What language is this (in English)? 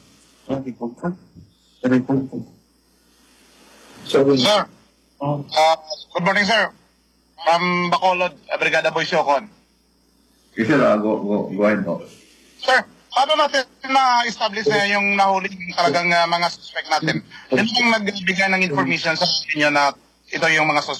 Filipino